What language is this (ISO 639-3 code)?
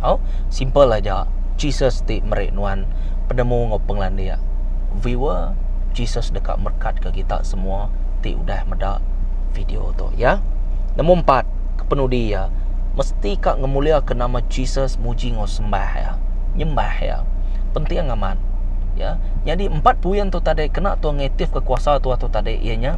iba